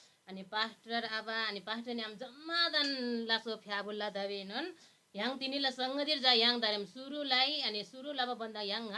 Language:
Eastern Tamang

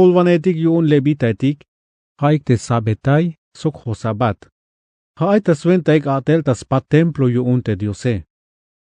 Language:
Tzeltal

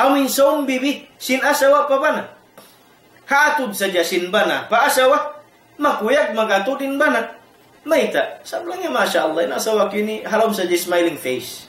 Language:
Tausug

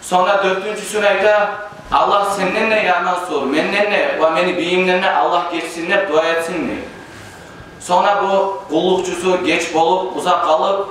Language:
Kumyk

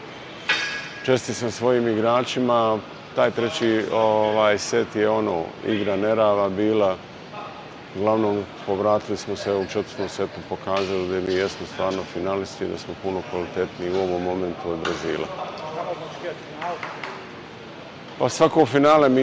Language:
Bosnian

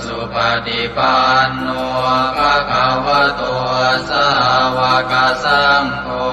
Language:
Pali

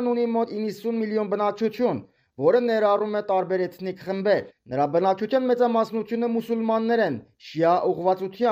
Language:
Armenian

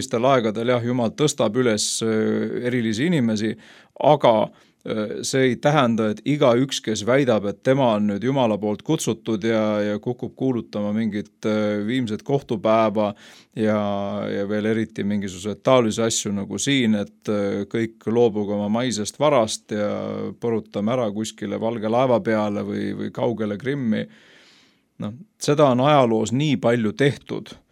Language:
Estonian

